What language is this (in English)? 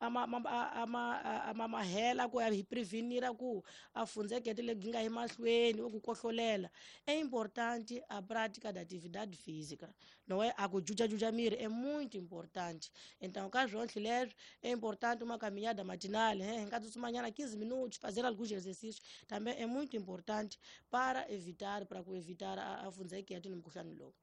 Tsonga